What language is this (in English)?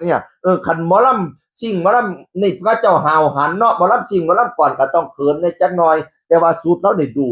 Northeastern Thai